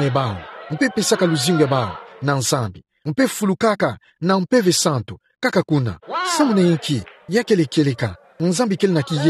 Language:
Kituba (Democratic Republic of Congo)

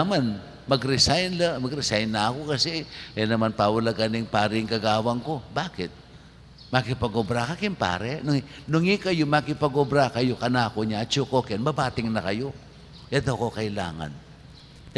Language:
Pampanga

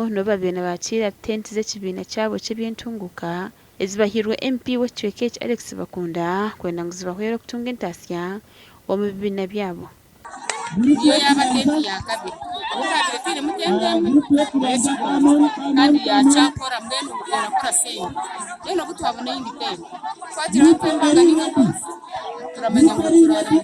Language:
Nyankole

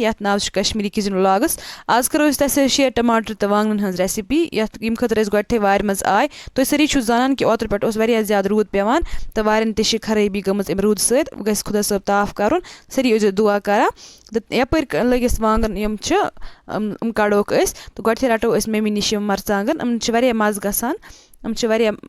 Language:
Kashmiri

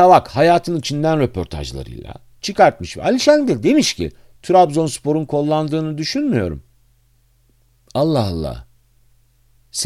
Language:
Turkish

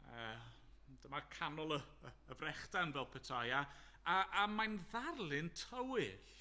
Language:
Welsh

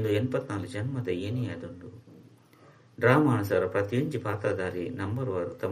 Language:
Tulu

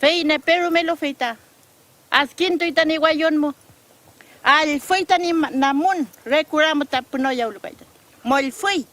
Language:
Mapuche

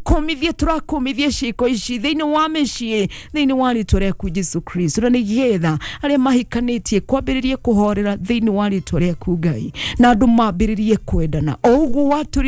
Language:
Kikuyu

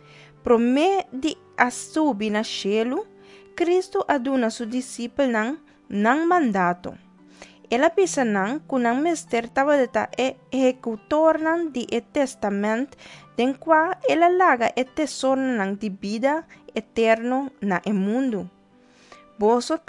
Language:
Papiamento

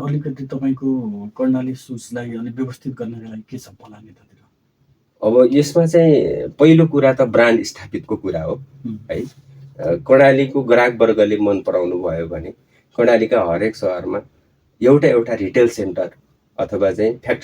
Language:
Nepali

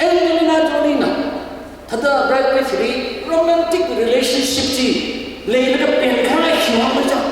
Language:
Tangkhul Naga (India)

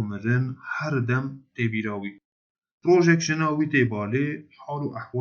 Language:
Kurdish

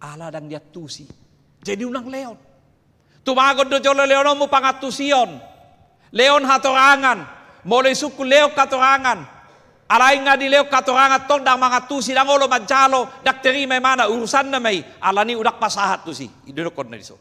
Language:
Batak Toba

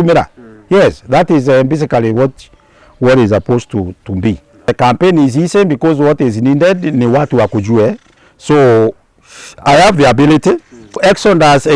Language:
Meru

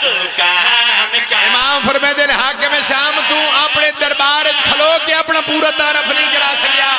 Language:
Pahari-Potwari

